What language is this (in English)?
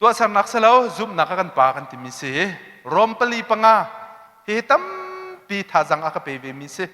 Hakha Chin